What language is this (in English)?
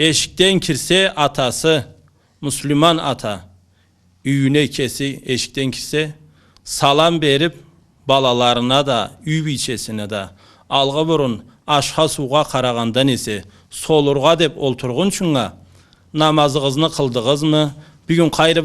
Karachay-Balkar